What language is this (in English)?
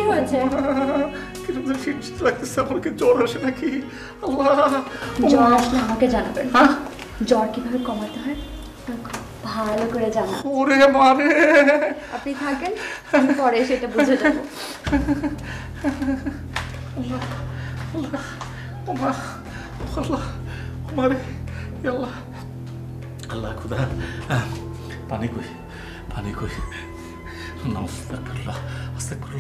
Bangla